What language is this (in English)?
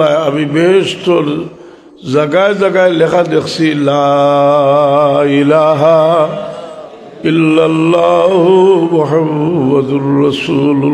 Sylheti